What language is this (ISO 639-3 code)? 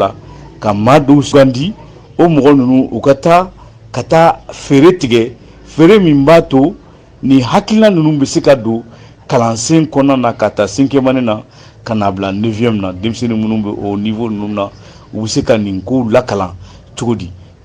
bam